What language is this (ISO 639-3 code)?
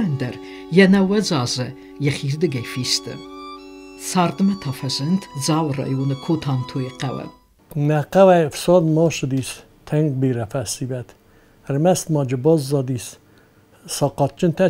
oss